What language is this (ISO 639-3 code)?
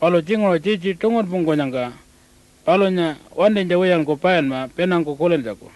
pjt